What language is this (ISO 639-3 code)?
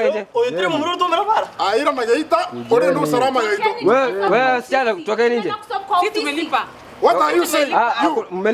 guz